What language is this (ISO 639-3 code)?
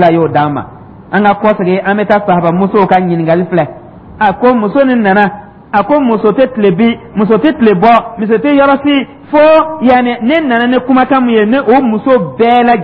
dyu